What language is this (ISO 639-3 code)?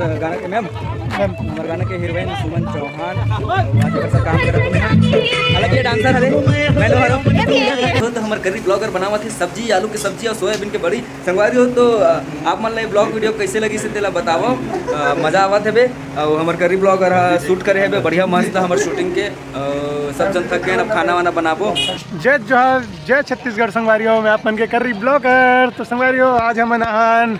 hne